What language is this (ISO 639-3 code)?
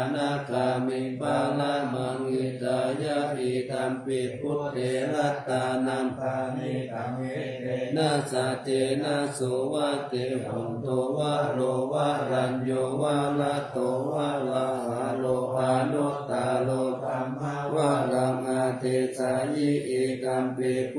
pli